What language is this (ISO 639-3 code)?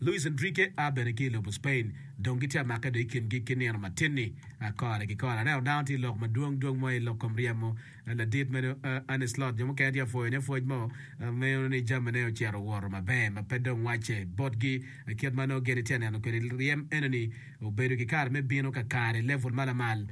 ach